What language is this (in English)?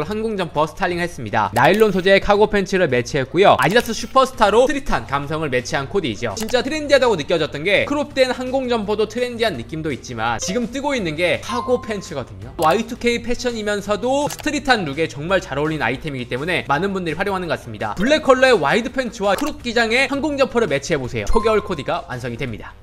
Korean